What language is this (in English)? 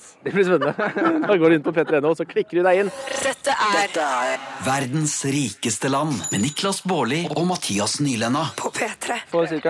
Norwegian